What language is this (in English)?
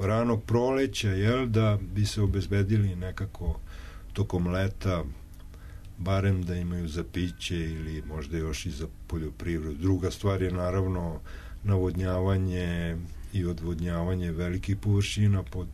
Serbian